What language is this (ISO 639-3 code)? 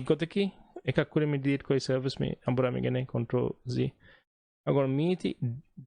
div